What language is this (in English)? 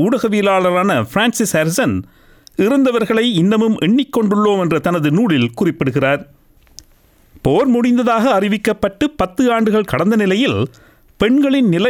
Tamil